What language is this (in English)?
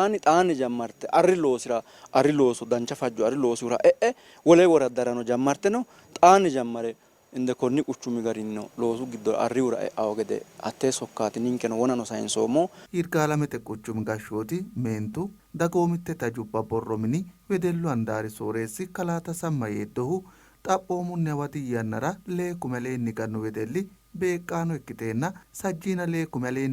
Sidamo